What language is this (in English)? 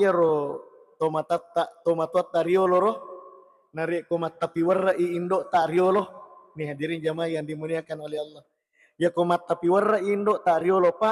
Buginese